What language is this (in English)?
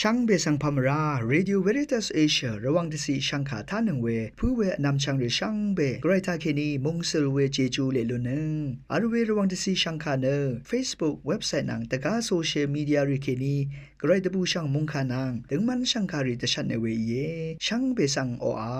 Rawang